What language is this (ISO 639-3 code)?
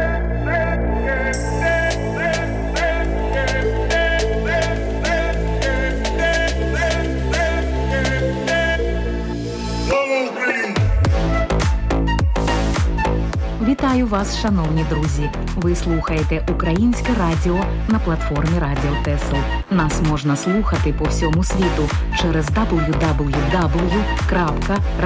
ukr